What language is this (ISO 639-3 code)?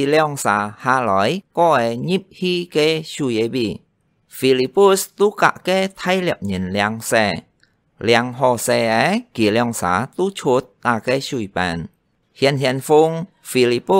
hak